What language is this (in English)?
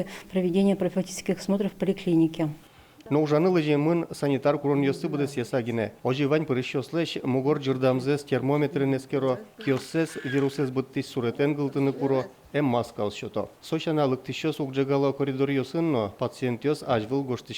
Udmurt